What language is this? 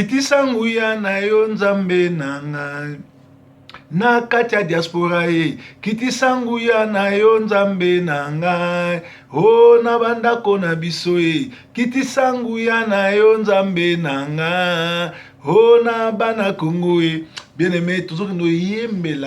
Lingala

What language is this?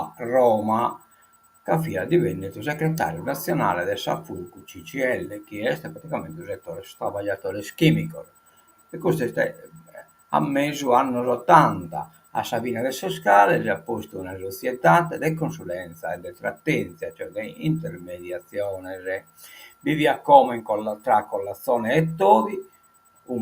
Sardinian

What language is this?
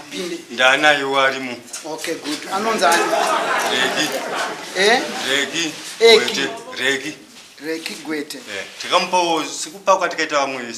Shona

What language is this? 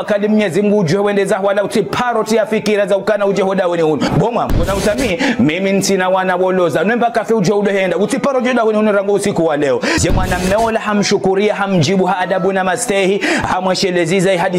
Ngazidja Comorian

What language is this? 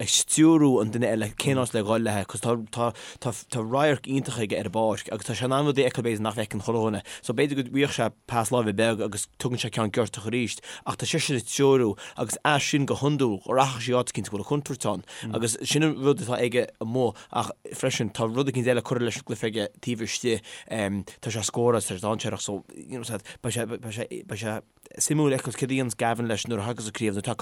Irish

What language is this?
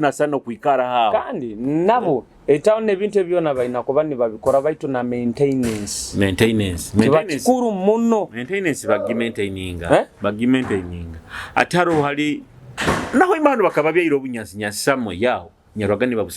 Nyoro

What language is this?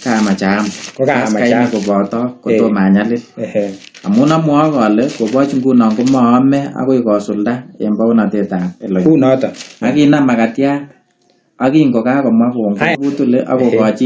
Kalenjin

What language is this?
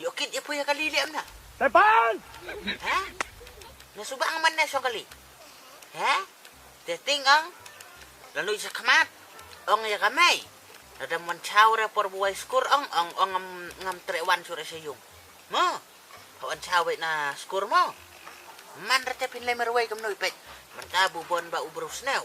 Khasi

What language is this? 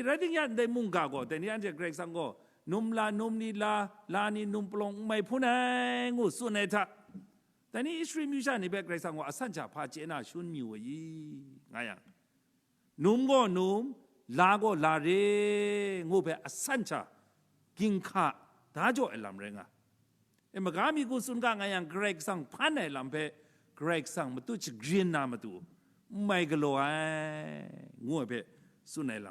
Kachin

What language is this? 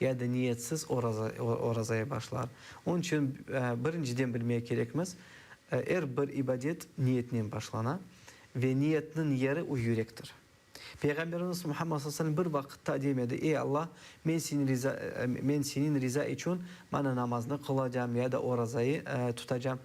Crimean Tatar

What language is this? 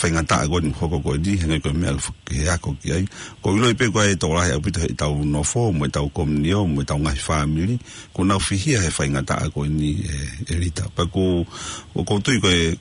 Tongan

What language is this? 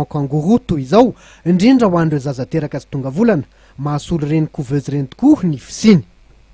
Malagasy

